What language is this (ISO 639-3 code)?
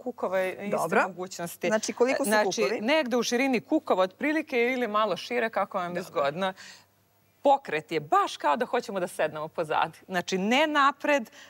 srp